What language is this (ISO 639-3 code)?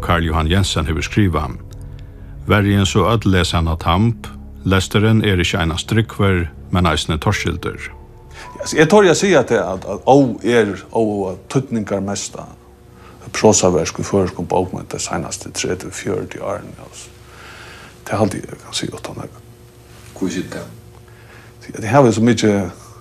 fao